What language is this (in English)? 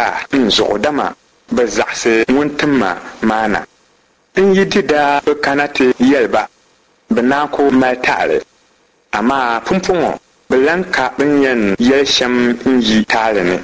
Dagbani